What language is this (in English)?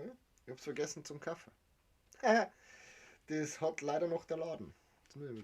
Bavarian